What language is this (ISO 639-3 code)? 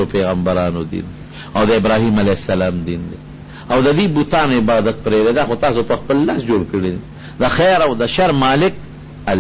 pus